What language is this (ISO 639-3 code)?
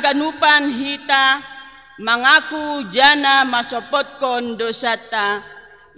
bts